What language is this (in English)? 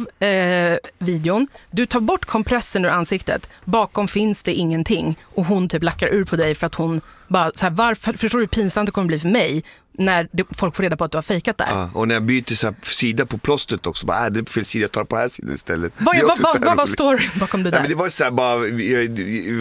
Swedish